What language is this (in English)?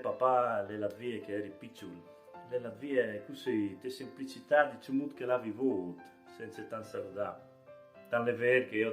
Friulian